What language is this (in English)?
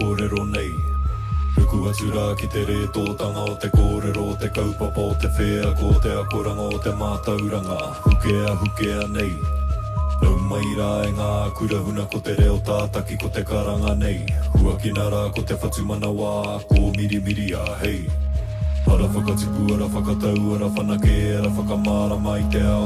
Māori